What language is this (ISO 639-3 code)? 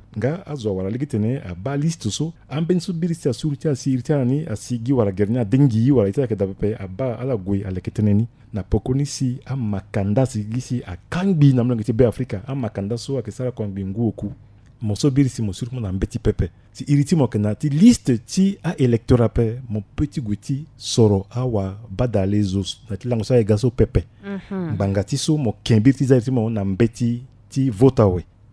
sag